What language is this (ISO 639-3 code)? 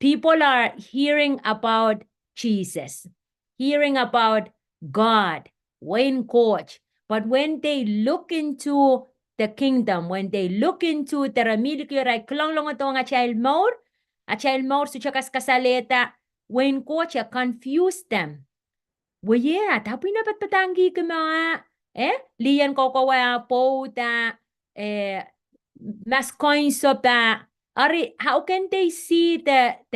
pon